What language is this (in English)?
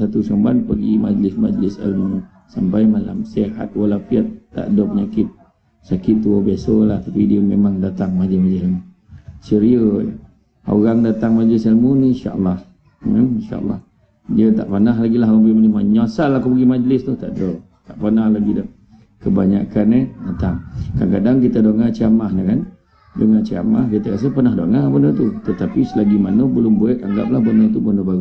Malay